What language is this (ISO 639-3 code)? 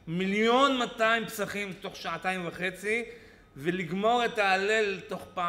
heb